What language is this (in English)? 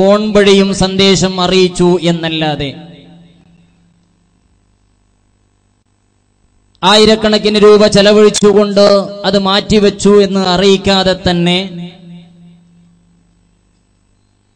Malayalam